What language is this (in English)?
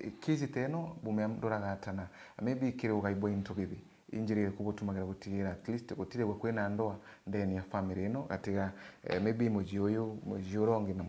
Meru